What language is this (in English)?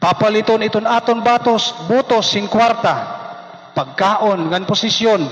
Waray